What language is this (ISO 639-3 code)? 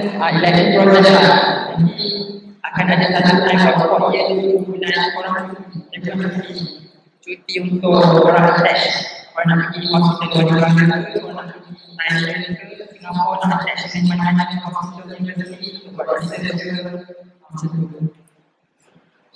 msa